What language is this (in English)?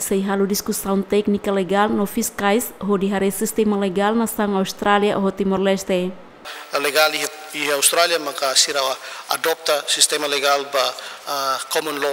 Tetum